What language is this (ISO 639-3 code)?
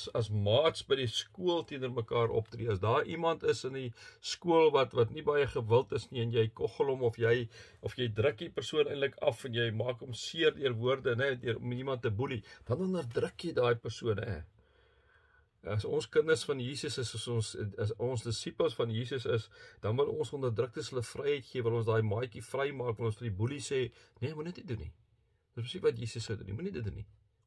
afr